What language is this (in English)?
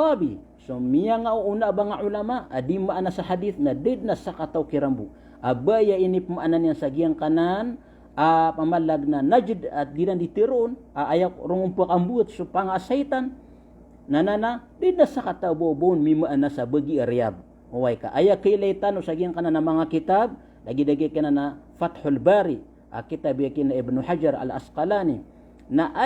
Maranao